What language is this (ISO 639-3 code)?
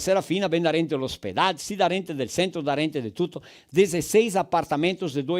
vec